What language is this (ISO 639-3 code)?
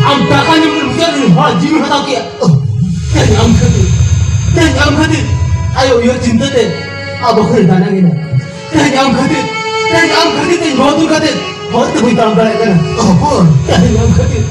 sat